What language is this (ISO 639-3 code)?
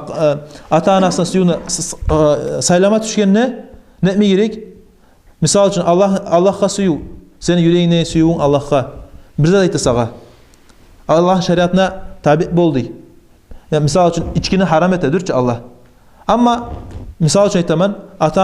kum